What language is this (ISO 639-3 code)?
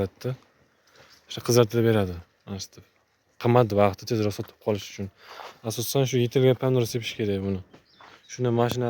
uzb